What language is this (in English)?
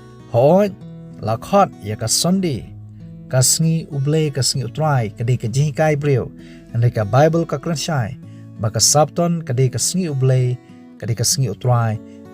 Khasi